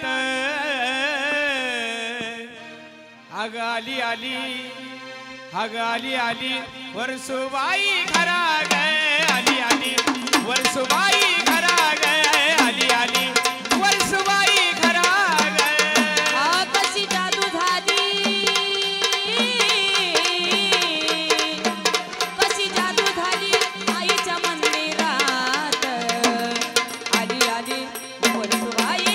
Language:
Marathi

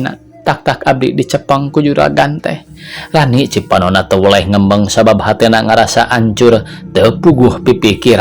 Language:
Sundanese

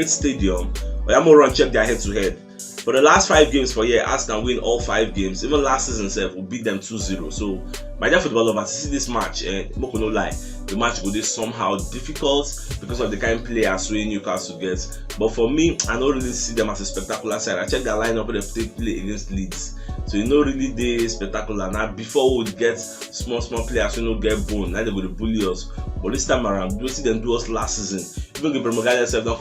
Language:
Nigerian Pidgin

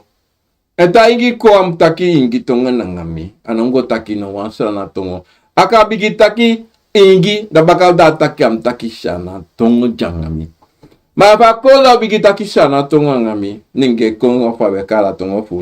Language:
Sranan Tongo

